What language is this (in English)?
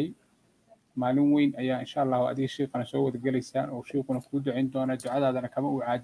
Somali